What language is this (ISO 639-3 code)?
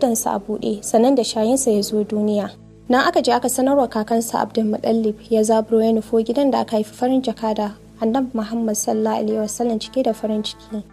hau